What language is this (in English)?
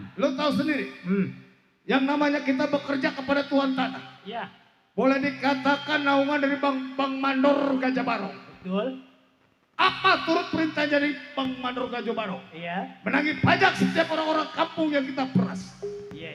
Betawi